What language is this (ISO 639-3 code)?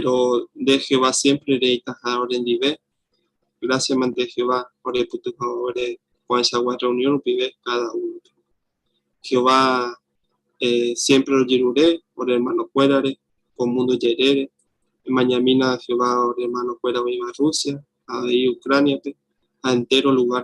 grn